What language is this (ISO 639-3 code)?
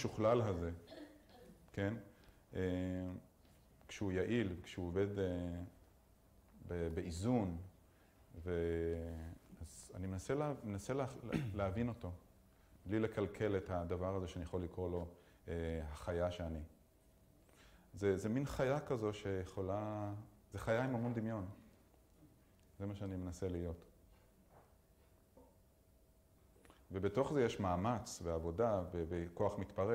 heb